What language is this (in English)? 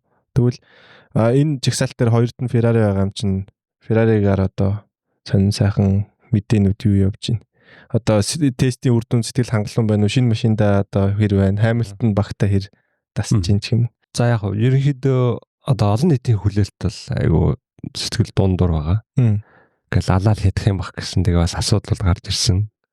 Mongolian